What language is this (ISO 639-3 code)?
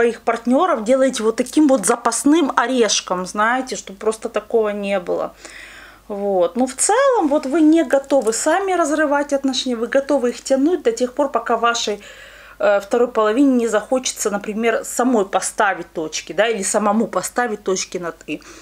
rus